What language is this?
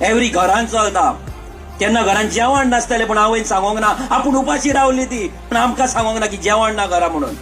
Konkani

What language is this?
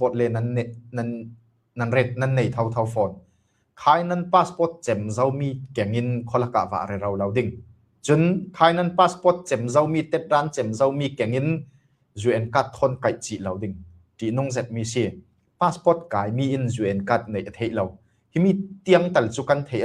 Falam Chin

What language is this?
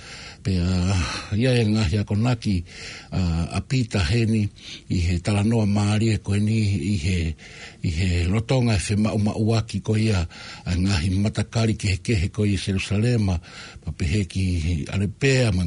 Tongan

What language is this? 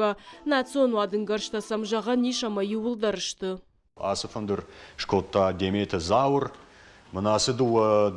Ossetic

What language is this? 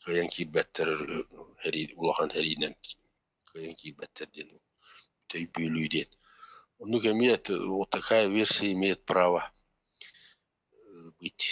Yakut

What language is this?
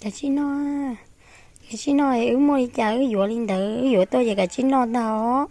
Hmong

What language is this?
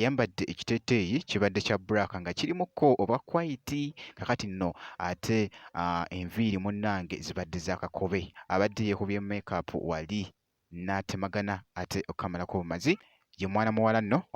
Ganda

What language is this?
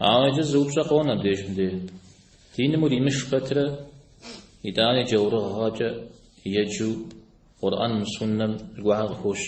Kabardian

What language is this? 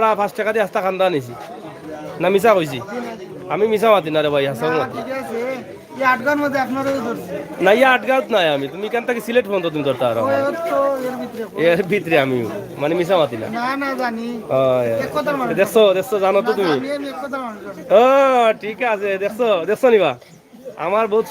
Sylheti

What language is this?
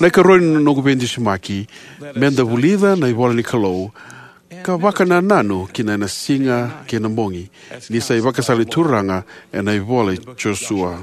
Fijian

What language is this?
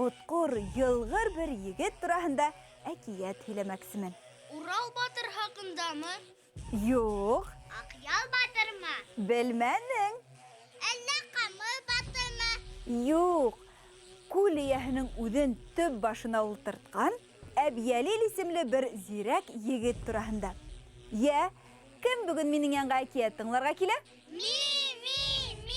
Bashkir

